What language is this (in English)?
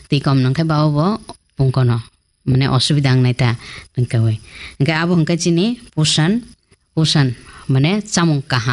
Kok Borok